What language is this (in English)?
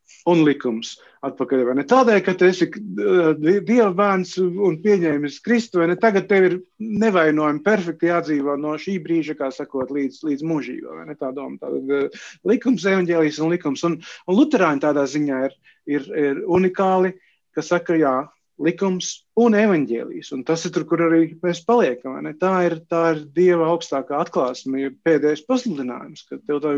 Latvian